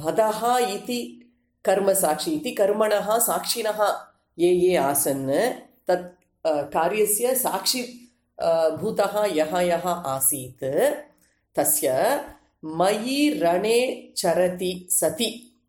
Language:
Sanskrit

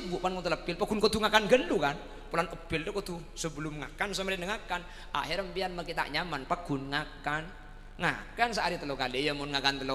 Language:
Madurese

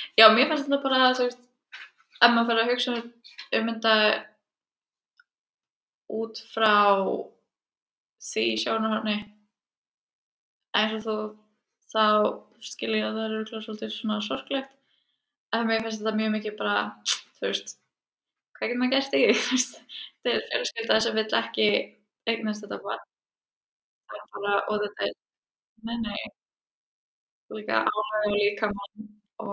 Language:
Icelandic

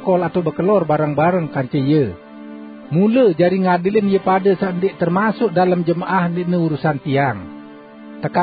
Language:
Sasak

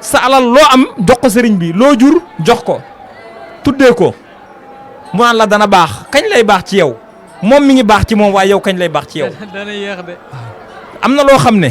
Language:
Wolof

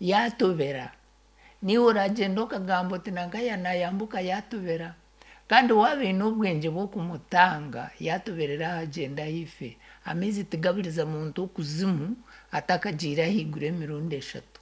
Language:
Nyankole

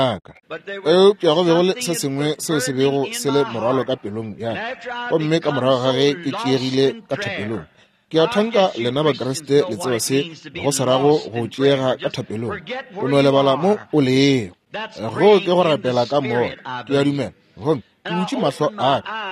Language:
Northern Sotho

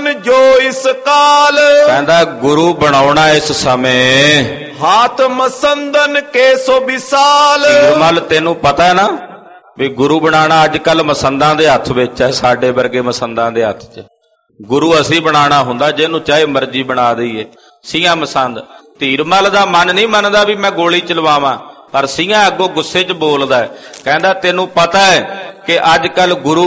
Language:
Punjabi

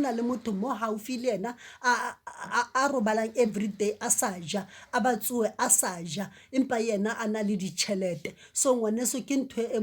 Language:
Southern Sotho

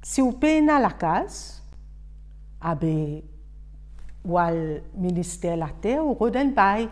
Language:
Morisyen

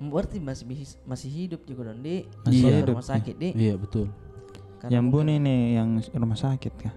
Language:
Makassar Malay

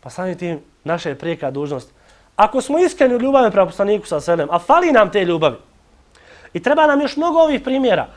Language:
Bosnian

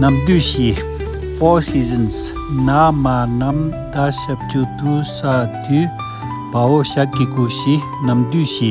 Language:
Tibetan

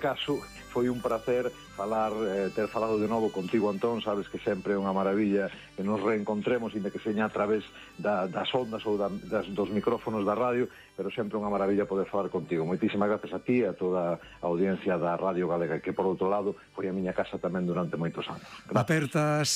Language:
Galician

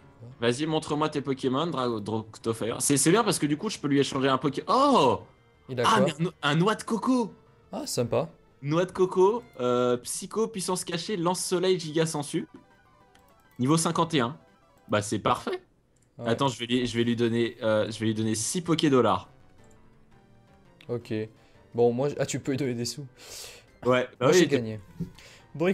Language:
French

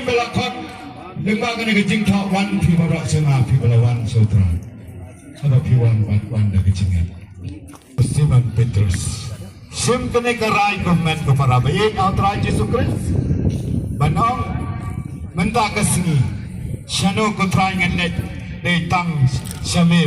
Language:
Khasi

